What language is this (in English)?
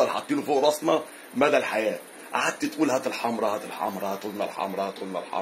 Egyptian Arabic